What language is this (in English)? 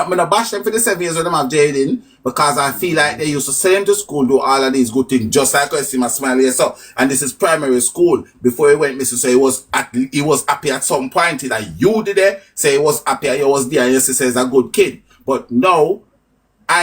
Jamaican Creole English